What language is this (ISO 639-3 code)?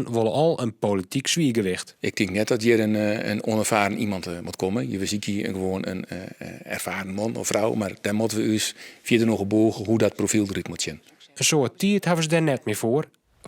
fry